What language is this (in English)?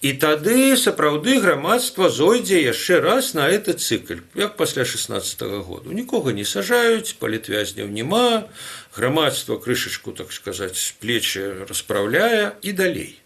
Belarusian